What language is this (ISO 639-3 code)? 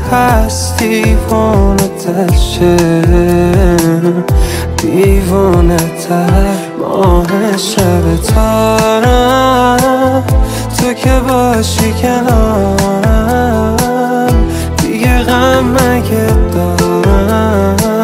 fas